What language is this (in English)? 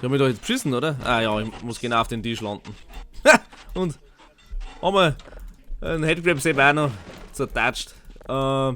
Bavarian